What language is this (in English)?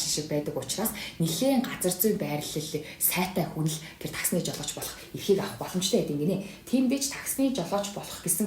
Mongolian